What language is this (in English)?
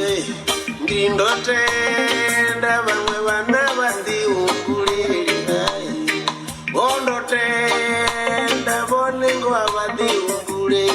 Venda